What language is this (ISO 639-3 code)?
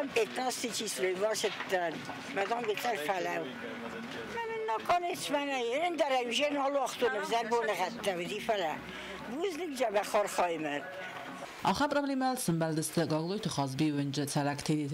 oss